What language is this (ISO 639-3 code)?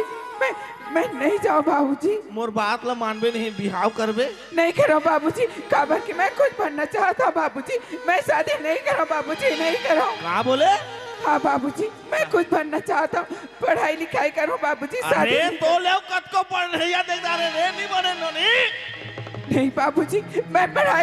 hne